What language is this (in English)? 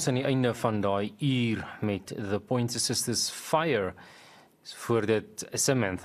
Afrikaans